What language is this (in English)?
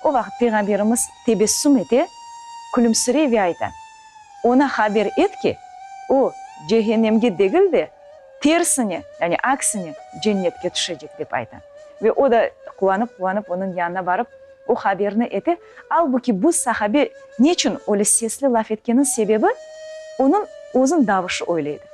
Crimean Tatar